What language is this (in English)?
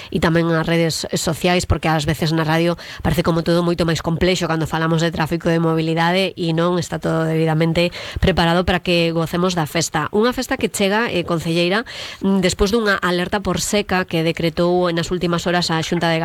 Galician